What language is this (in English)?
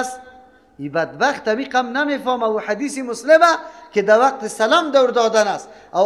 Persian